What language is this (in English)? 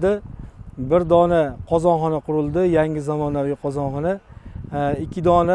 Uzbek